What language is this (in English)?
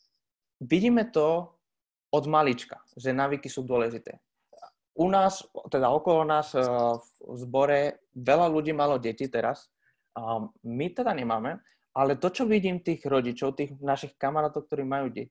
Slovak